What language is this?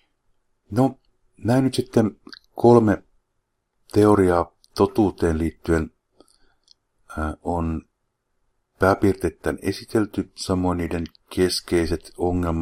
Finnish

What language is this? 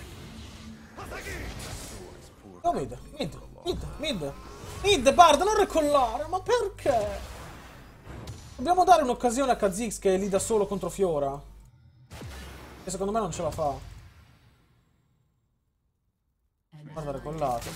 Italian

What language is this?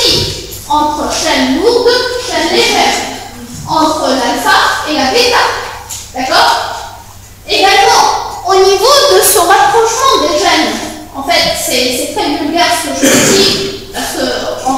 French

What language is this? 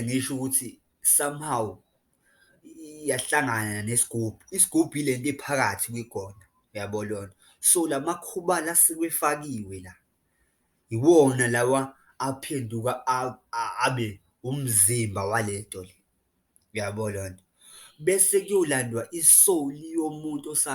Zulu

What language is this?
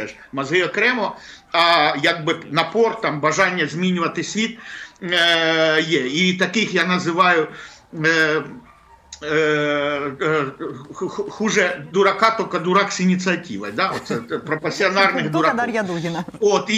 Ukrainian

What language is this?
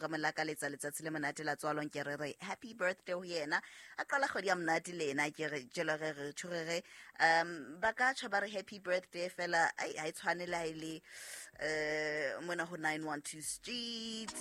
Southern Sotho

